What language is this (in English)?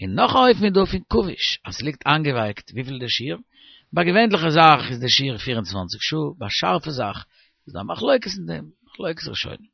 Yiddish